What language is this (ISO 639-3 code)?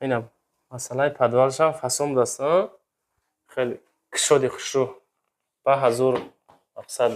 tgk